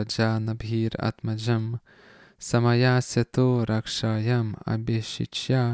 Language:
Lithuanian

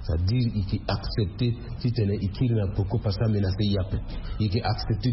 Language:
Sango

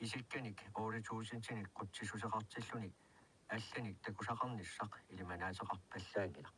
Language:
Kalaallisut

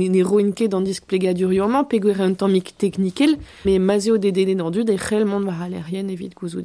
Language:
Breton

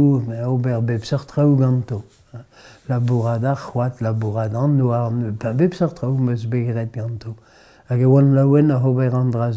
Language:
Breton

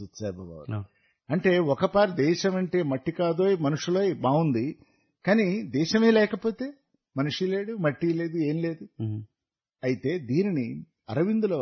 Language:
Telugu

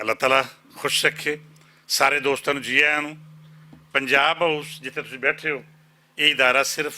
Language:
Western Panjabi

